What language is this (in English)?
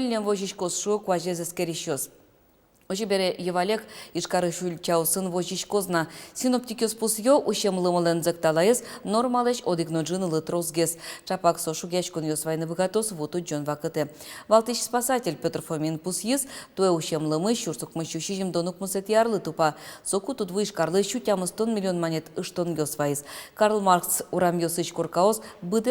Udmurt